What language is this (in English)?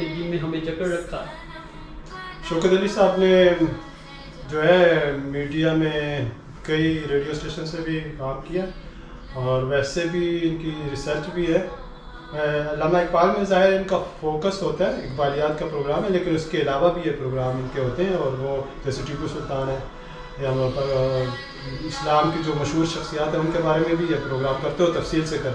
Urdu